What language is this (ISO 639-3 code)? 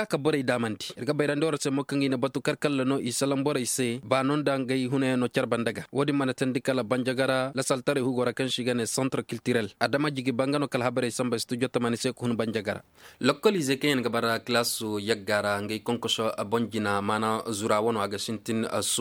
ses